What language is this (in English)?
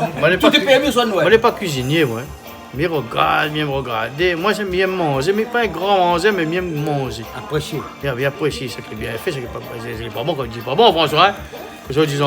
Réunion Creole French